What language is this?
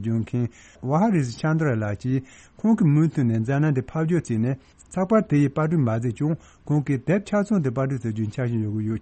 Tibetan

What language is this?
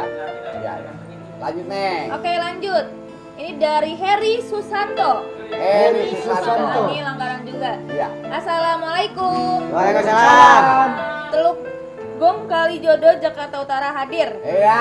Betawi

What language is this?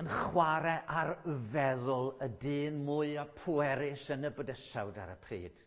Welsh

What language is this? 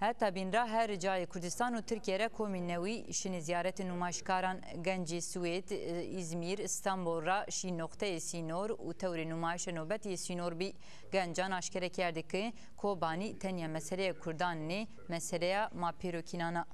Zaza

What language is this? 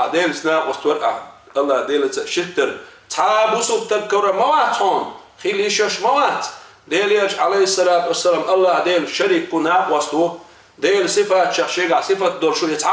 Chechen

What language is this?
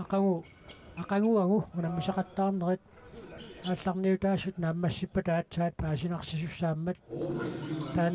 Kalaallisut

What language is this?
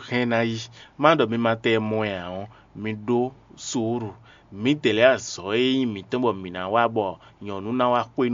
Fon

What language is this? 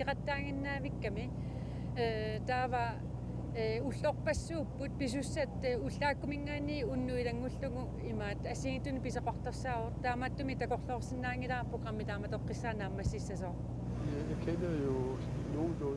Kalaallisut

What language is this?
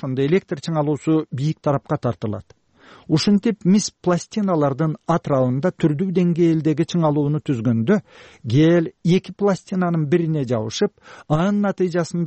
Kyrgyz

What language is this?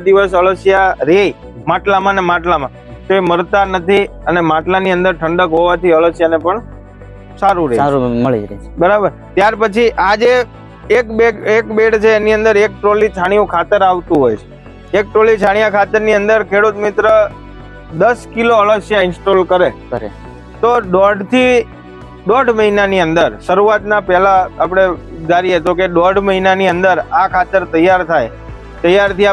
Gujarati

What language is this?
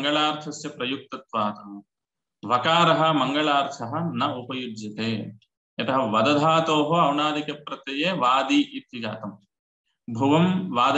Sanskrit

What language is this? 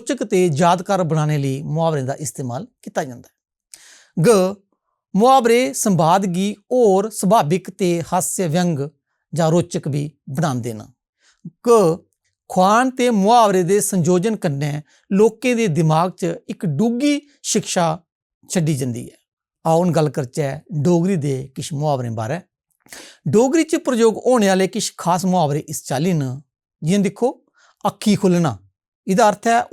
Dogri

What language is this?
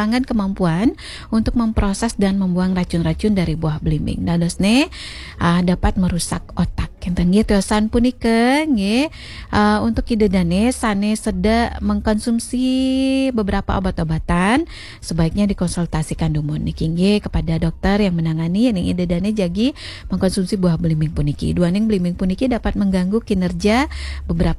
Balinese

